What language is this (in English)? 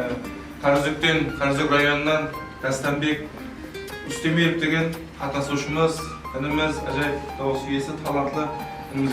Kara-Kalpak